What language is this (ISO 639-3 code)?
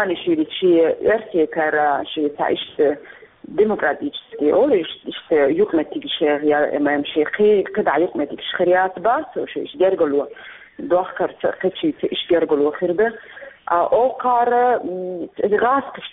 che